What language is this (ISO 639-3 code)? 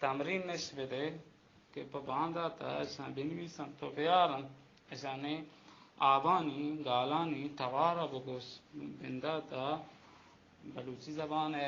bal